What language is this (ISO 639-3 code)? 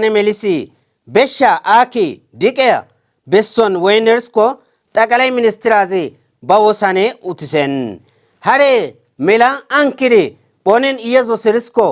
kbr